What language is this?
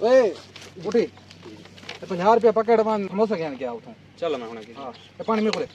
Saraiki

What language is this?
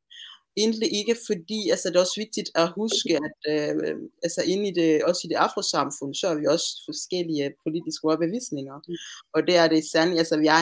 Danish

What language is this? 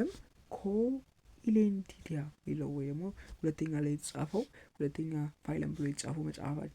Amharic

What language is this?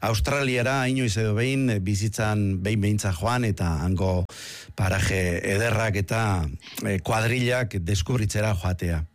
Basque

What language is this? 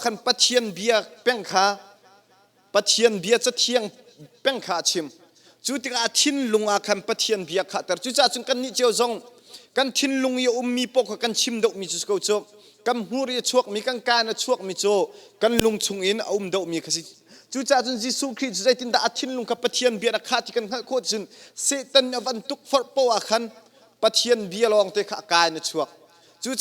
Hakha Chin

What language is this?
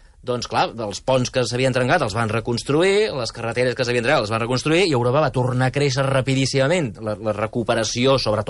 Catalan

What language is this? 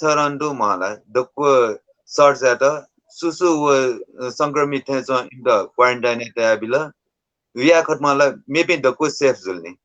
Newari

